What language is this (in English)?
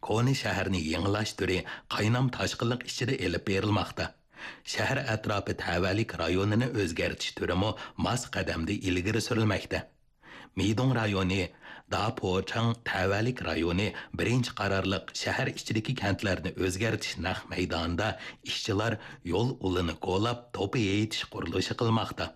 Uyghur